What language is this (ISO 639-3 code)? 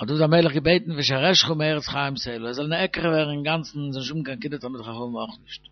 yid